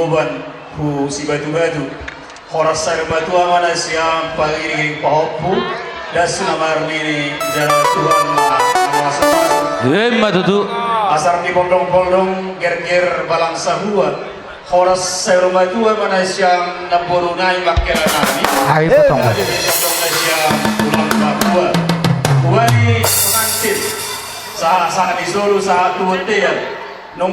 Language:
Batak Toba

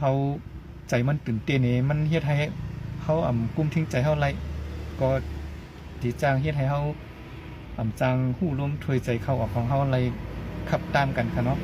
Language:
Shan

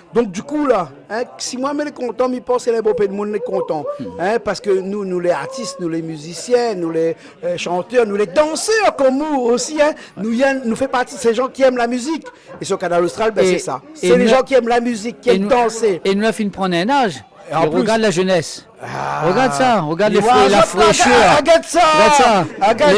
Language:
Réunion Creole French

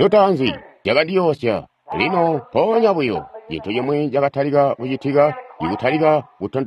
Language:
Tonga (Zambia)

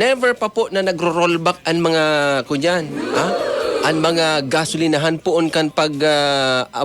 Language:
Bikol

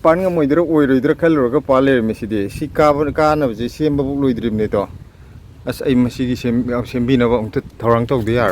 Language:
Manipuri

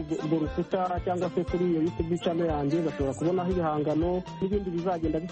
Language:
Kinyarwanda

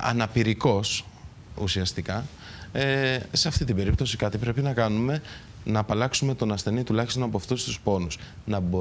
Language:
Greek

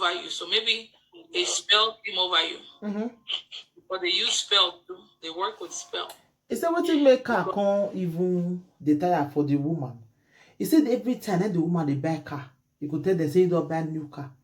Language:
Nigerian Pidgin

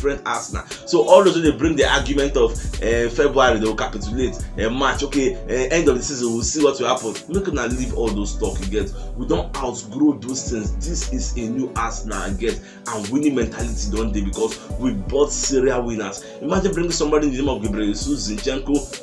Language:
Nigerian Pidgin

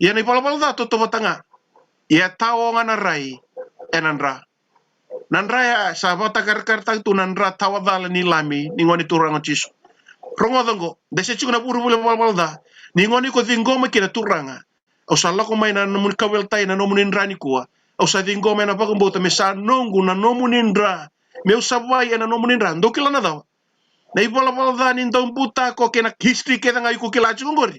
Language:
Fijian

